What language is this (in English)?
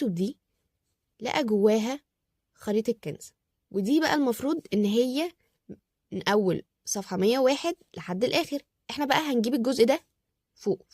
Egyptian Arabic